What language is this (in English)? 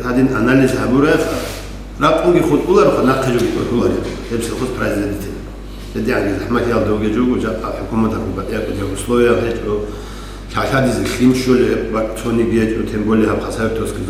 Avaric